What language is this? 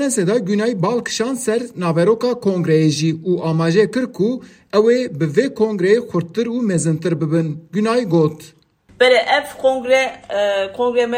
Kurdish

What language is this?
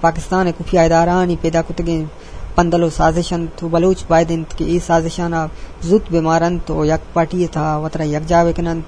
Eastern Balochi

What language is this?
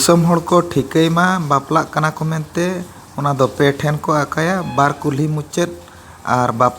Santali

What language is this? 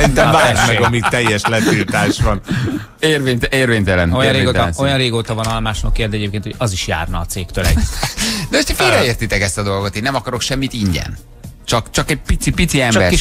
Hungarian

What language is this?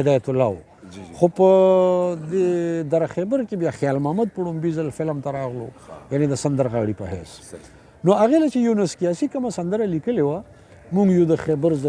Pashto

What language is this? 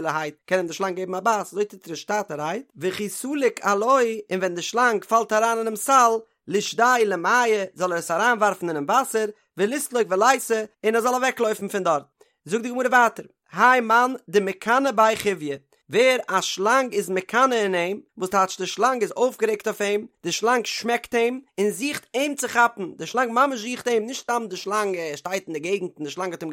Yiddish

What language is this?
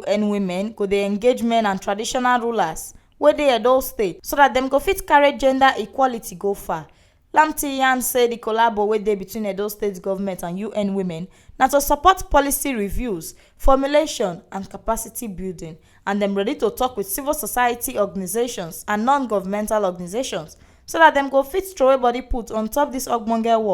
Nigerian Pidgin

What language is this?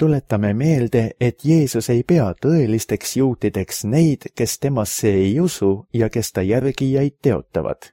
Estonian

